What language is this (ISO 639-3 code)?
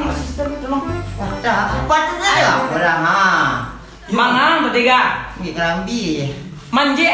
min